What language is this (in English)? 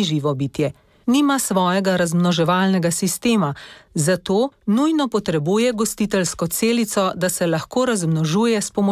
Slovenian